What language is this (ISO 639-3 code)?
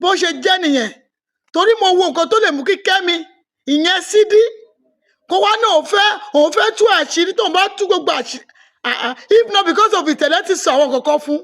yor